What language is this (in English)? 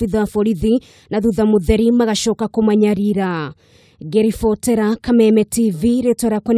Kikuyu